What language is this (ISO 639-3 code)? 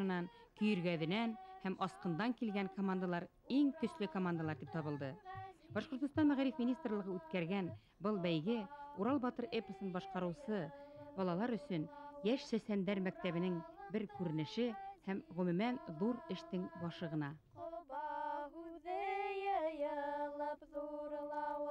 bak